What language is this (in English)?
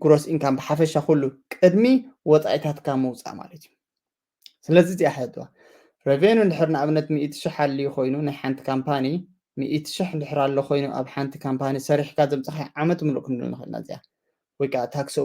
Tigrinya